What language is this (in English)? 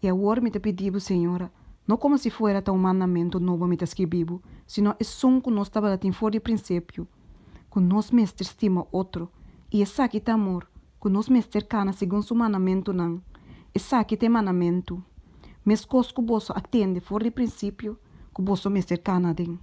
Papiamento